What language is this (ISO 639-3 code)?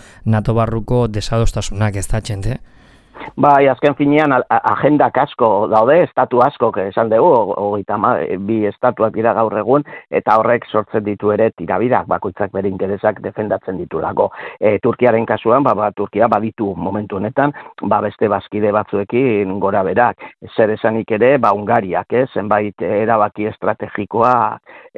eus